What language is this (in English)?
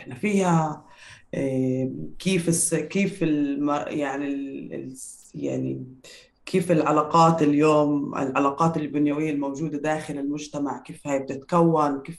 North Levantine Arabic